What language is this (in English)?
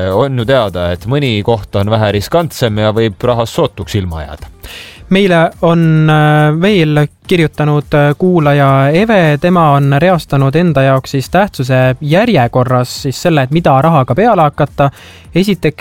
Estonian